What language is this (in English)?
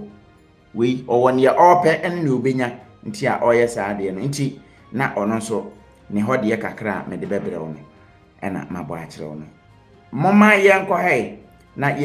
Akan